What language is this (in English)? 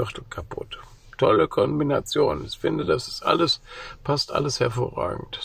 German